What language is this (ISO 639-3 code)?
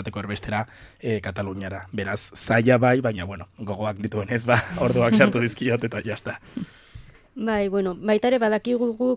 eus